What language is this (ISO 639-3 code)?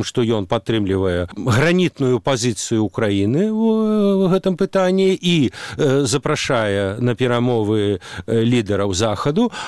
bel